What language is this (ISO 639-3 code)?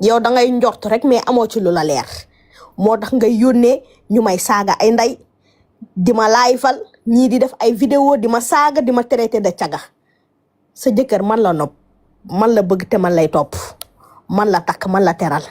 wol